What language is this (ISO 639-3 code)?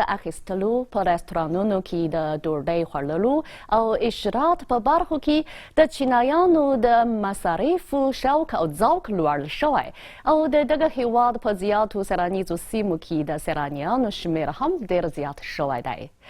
pus